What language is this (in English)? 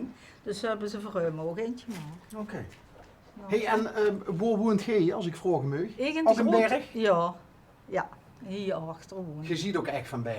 Limburgish